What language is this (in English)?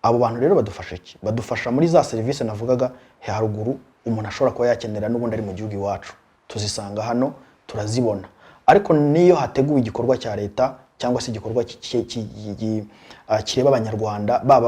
Kinyarwanda